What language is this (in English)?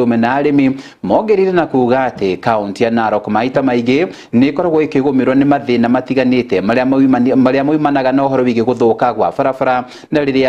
Kikuyu